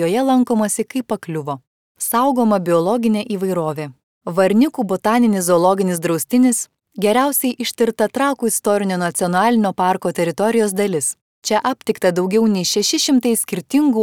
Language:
Lithuanian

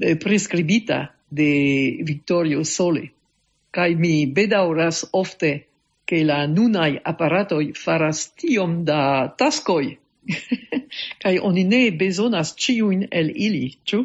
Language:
Esperanto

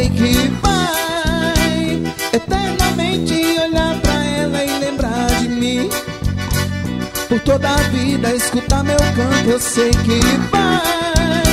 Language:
Portuguese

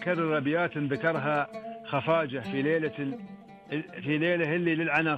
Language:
Najdi Arabic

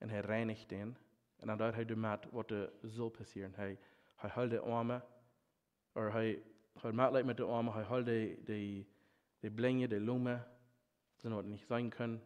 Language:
Plautdietsch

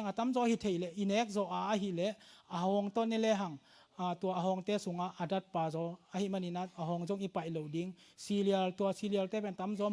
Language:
Tedim Chin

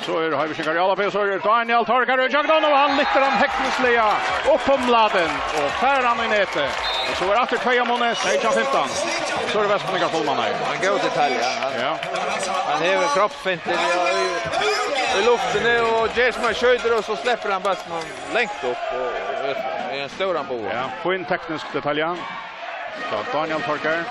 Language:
Faroese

